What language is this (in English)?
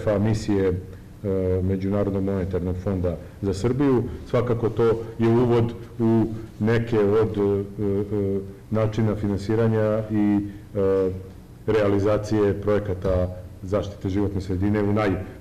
Serbian